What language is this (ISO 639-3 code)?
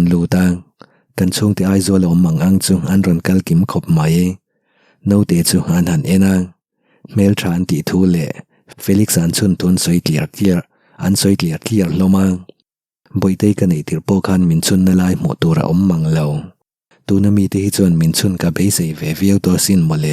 lus